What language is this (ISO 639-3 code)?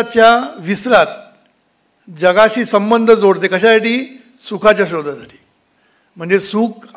mar